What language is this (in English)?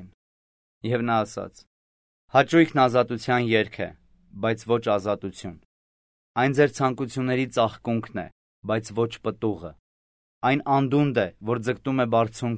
Armenian